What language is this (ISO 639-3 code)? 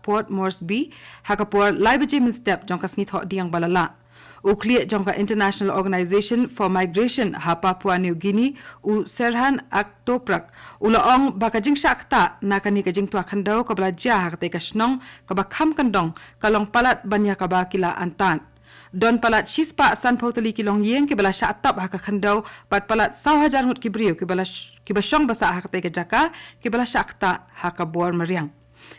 kha